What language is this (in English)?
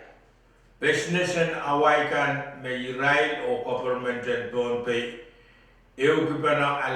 Pohnpeian